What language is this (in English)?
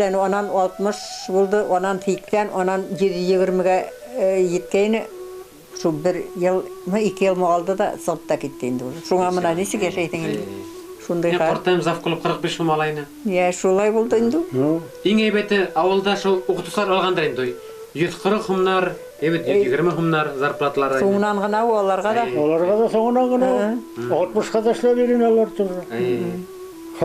Bashkir